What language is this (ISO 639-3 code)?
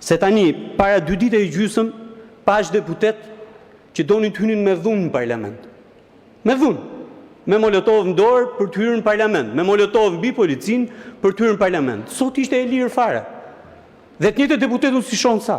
sqi